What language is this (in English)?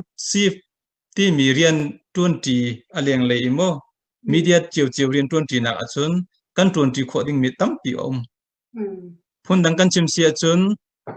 Hakha Chin